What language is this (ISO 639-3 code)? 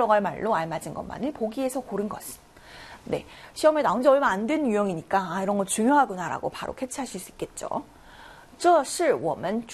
kor